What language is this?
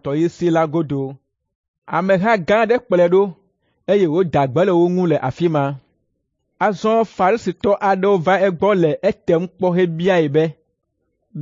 Ewe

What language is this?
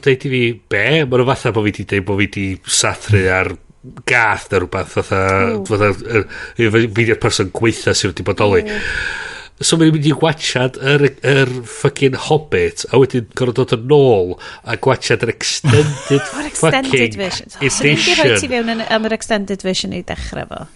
Welsh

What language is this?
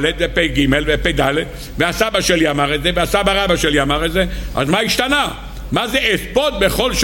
Hebrew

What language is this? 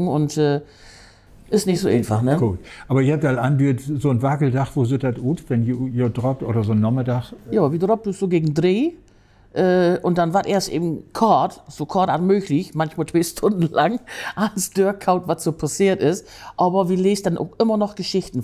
Low German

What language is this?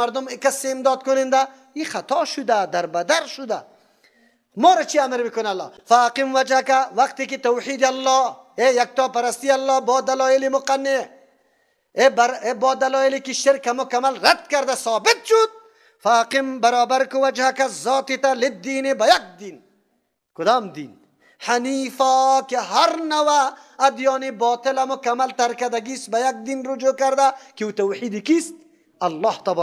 Persian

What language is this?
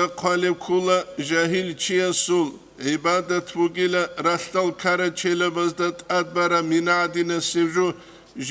Avaric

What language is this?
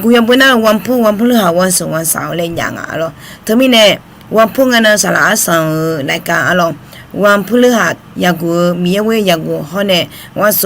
Akha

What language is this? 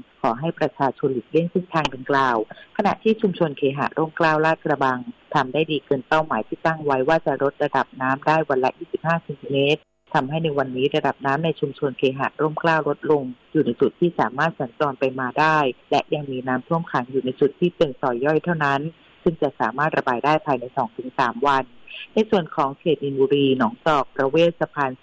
Thai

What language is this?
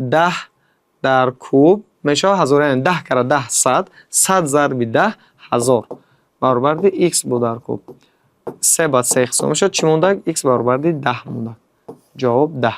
Tajik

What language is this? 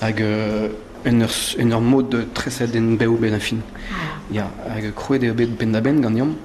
Breton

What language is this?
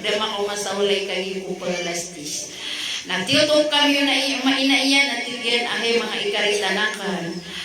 Maranao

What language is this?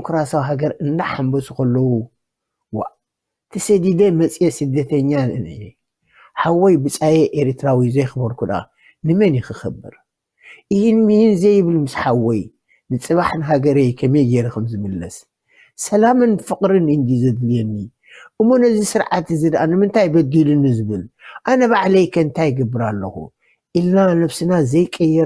Tigrinya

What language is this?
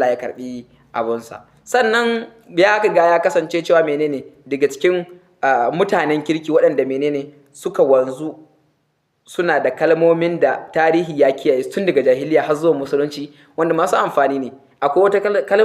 Hausa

